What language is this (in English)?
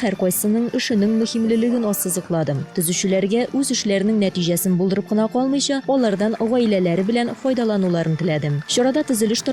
Tatar